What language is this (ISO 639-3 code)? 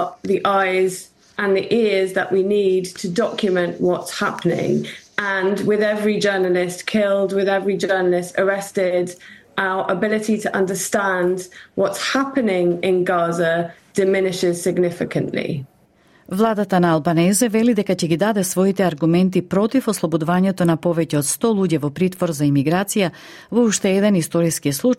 mkd